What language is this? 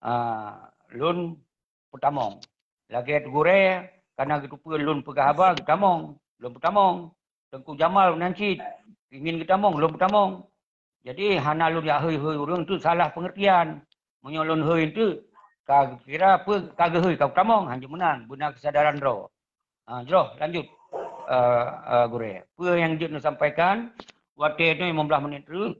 Achinese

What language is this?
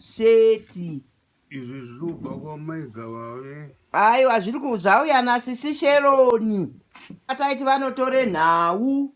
Shona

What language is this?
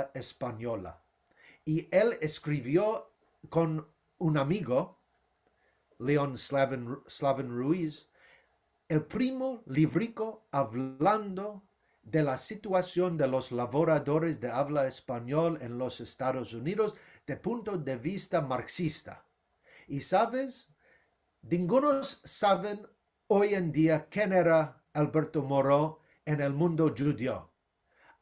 Ladino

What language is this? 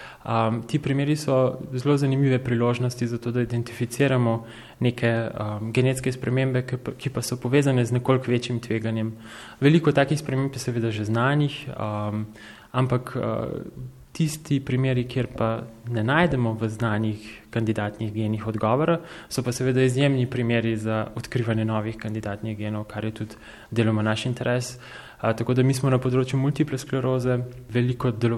Slovenian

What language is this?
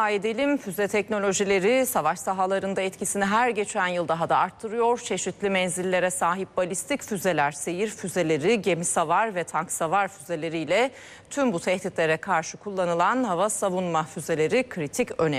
Turkish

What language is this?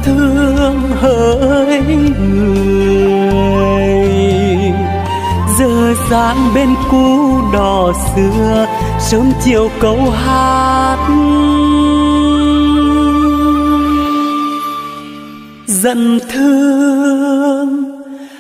Vietnamese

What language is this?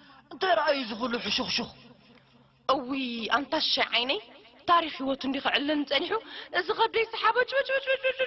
Tigrinya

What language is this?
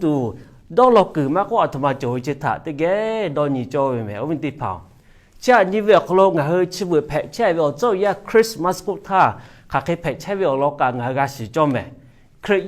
Lahu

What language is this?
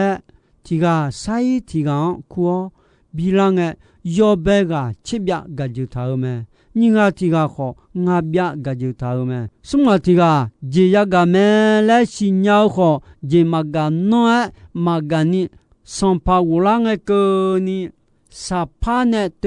Akha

